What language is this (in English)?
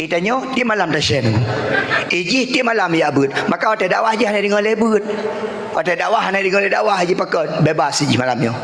Achinese